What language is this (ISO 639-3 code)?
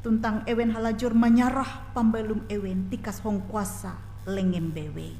nij